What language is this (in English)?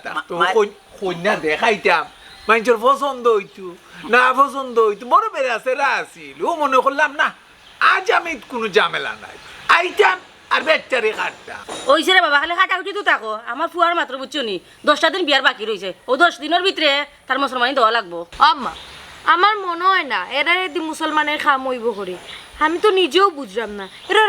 Sylheti